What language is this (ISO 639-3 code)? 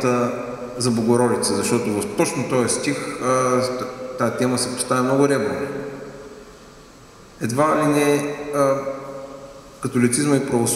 bul